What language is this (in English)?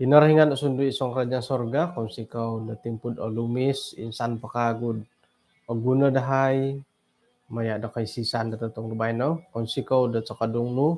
Central Dusun